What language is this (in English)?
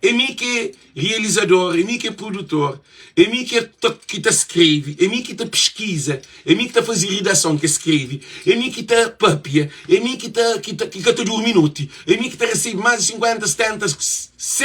Kabuverdianu